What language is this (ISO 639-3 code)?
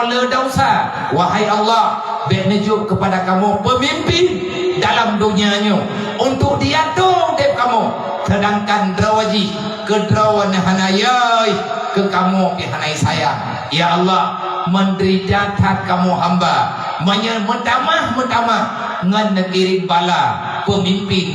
ace